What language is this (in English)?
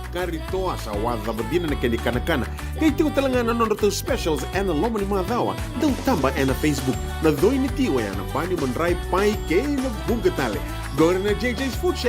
Fijian